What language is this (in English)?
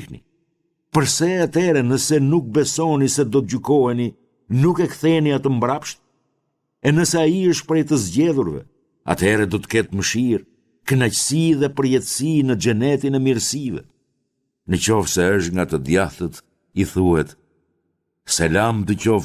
Albanian